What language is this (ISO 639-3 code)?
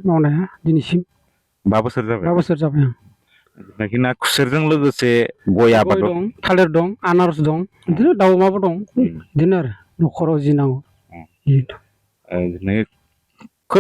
brx